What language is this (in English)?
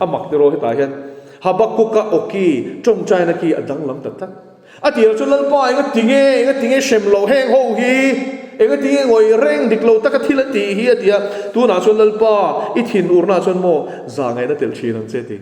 Mizo